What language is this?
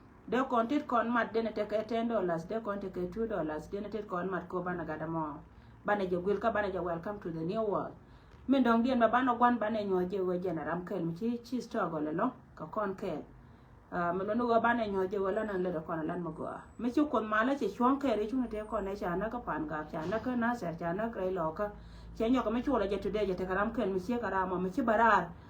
Nuer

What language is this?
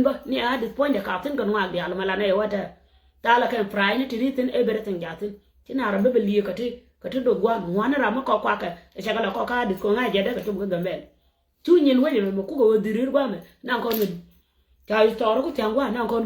Nuer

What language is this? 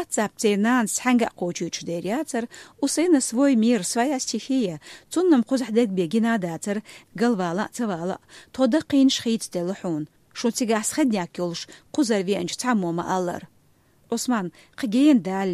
Chechen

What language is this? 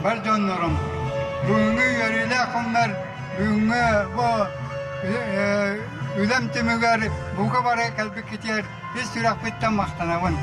Yakut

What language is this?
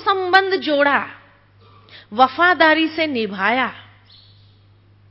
Hindi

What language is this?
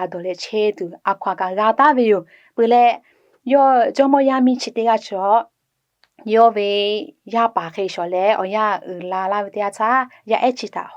Lahu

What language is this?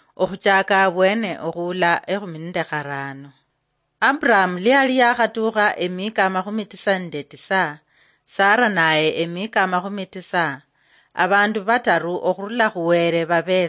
Luyia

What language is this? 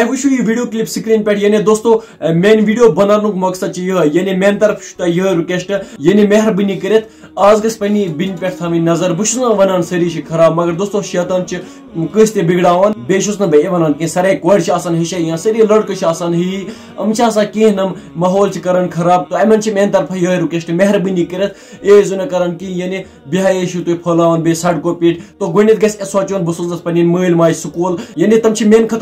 Kashmiri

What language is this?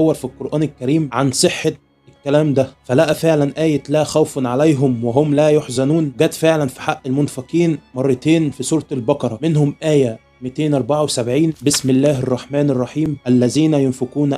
Egyptian Arabic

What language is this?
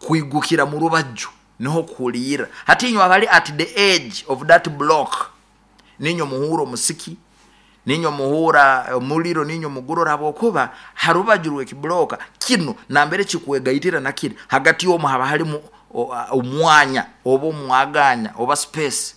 Nyoro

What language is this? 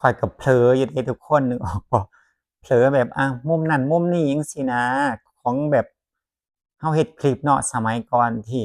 Northeastern Thai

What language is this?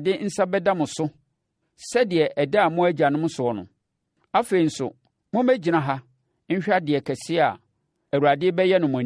Akan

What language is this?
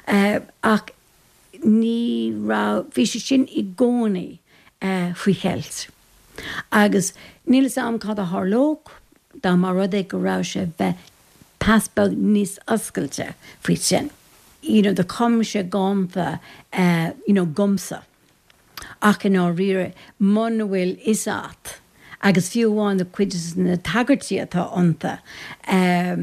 Irish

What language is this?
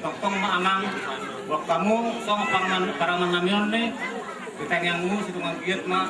Batak Toba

